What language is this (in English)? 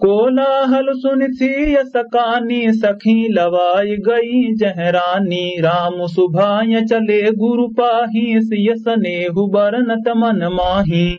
Awadhi